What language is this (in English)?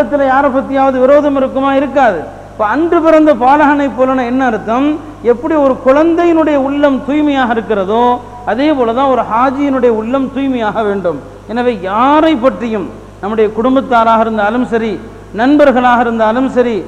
Tamil